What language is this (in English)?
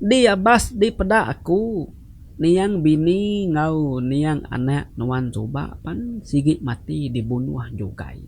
Iban